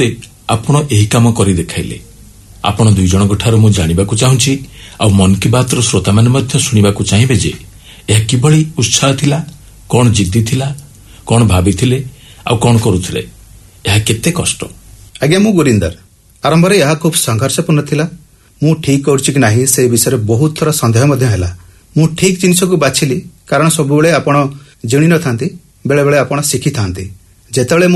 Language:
Odia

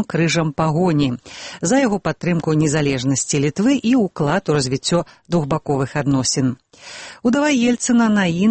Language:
Belarusian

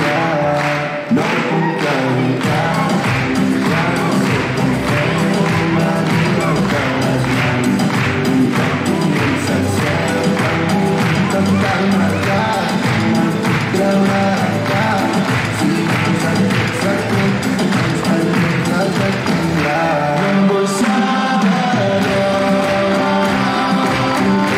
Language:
Catalan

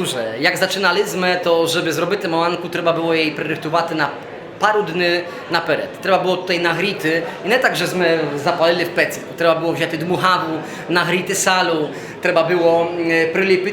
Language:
Rusyn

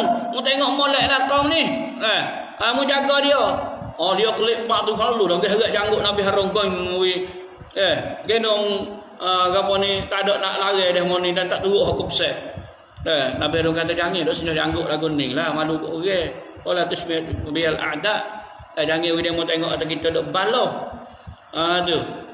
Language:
Malay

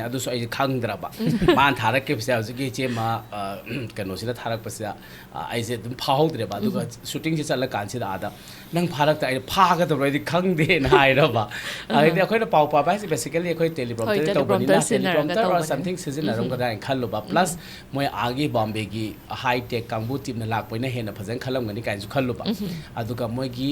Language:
Manipuri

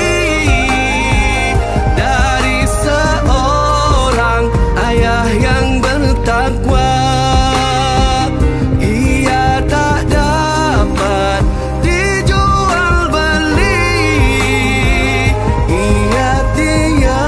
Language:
Malay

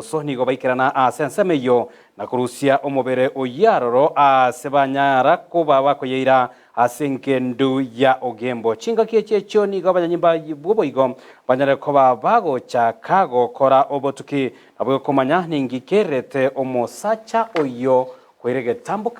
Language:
Gusii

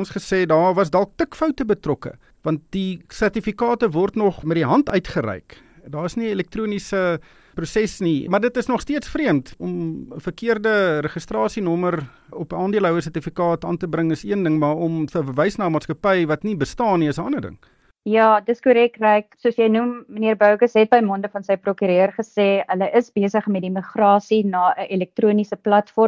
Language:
Afrikaans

